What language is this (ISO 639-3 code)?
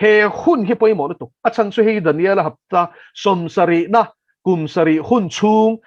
lus